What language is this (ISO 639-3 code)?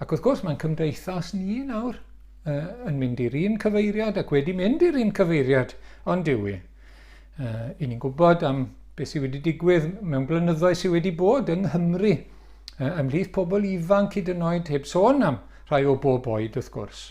cym